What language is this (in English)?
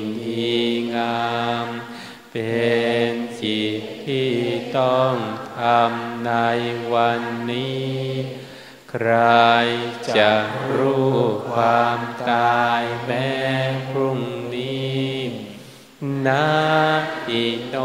Thai